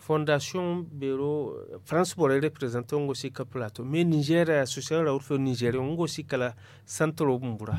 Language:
Zarma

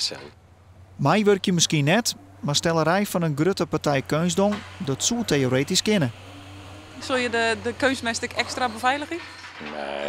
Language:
Western Frisian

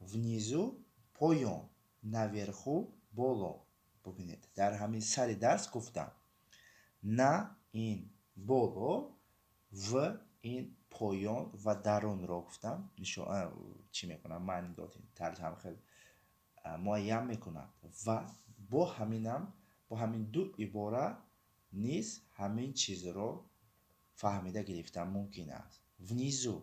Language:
Tajik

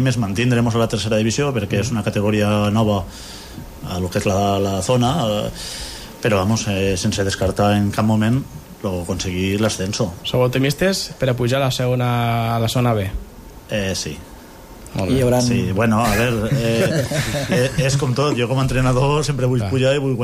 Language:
Catalan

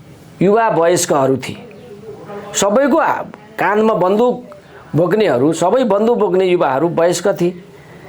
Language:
Nepali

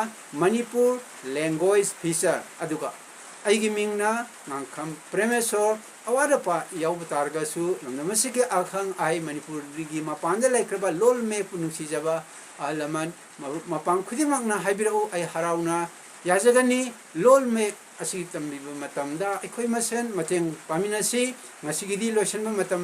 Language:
Manipuri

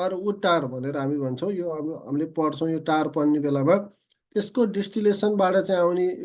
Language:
Nepali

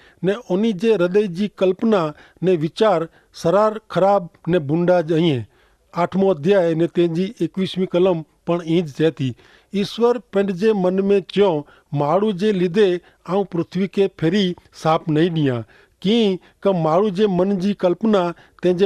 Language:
Kachhi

